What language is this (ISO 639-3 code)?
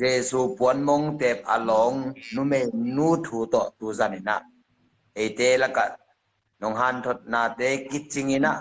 ctd